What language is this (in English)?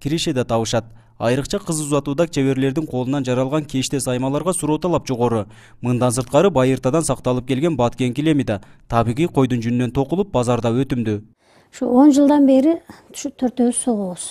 Kyrgyz